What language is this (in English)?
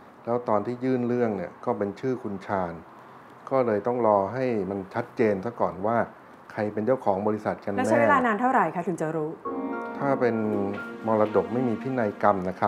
Thai